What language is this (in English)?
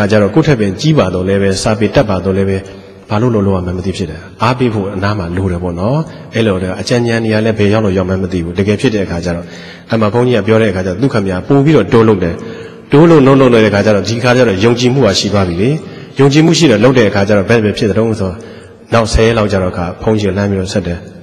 Burmese